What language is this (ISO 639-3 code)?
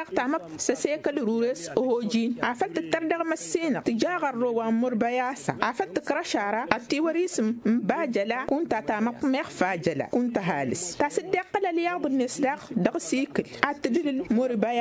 taq